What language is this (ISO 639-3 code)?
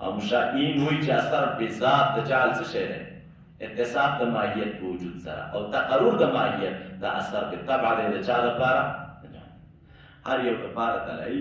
pus